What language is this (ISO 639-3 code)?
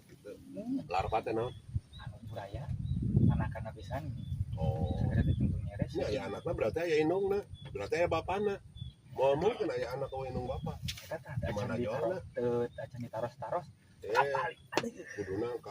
sun